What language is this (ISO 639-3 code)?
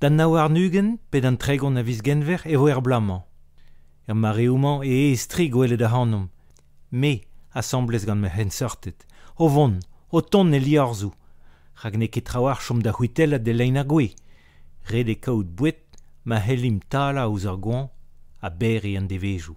bre